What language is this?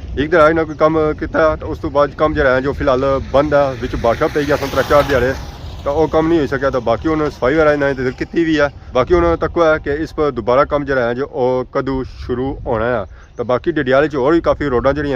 Pahari-Potwari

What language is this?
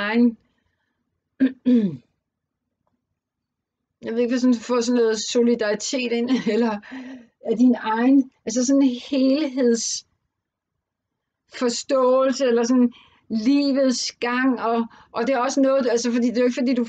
Danish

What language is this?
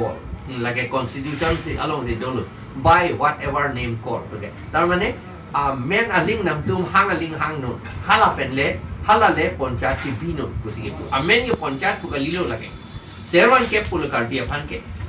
Karbi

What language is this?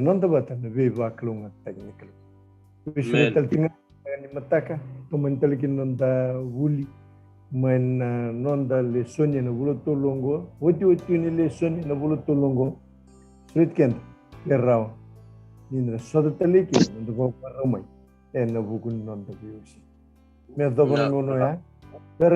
Fijian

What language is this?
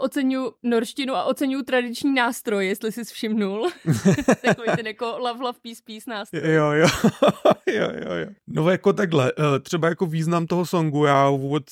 Czech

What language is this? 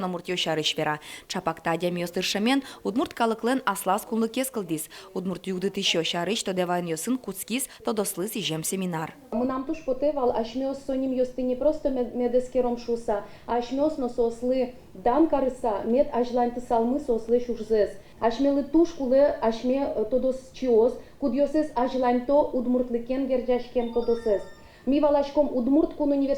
Udmurt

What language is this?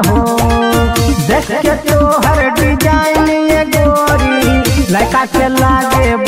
Bhojpuri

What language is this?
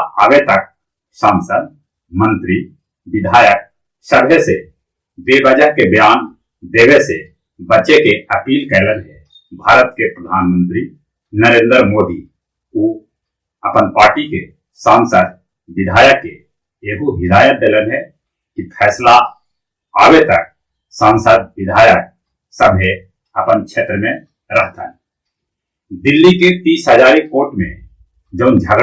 Magahi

